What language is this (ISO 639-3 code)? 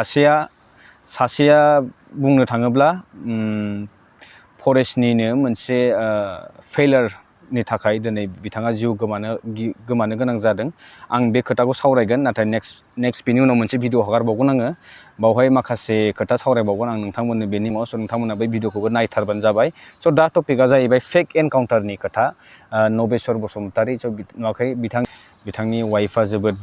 brx